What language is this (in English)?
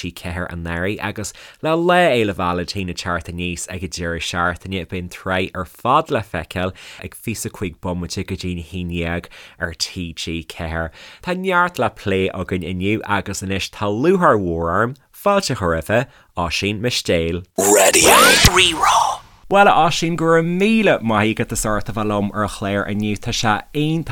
Irish